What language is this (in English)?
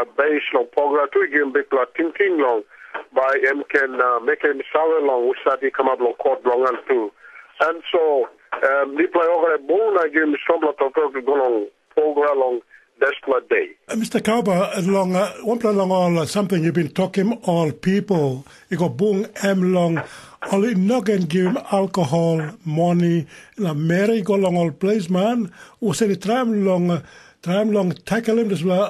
Tok Pisin